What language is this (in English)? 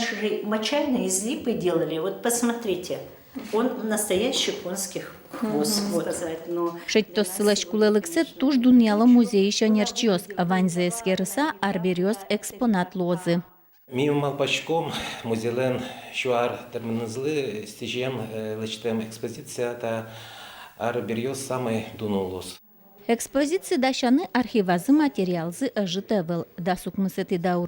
Udmurt